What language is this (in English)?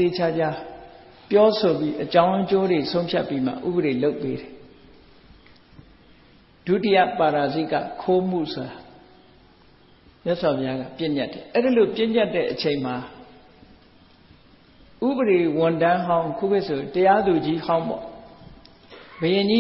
Burmese